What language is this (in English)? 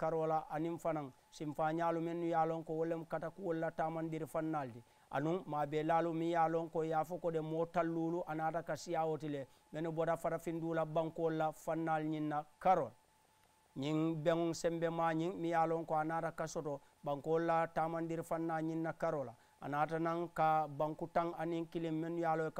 Mandingo